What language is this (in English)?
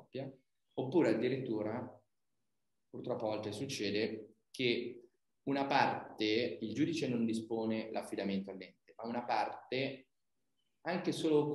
Italian